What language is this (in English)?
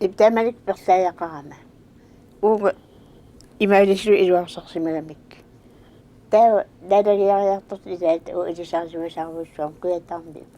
Kalaallisut